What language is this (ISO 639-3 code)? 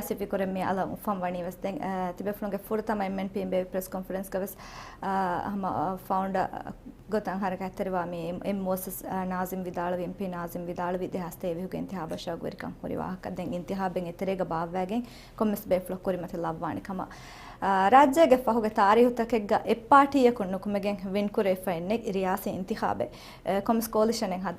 div